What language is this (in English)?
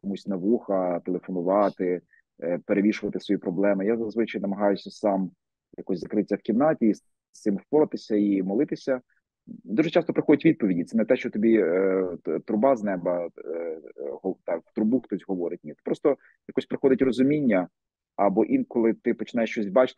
Ukrainian